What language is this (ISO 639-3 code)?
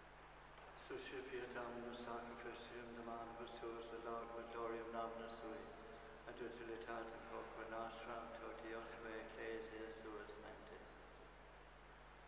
lat